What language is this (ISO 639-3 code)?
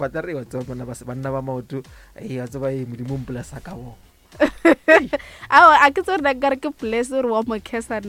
nso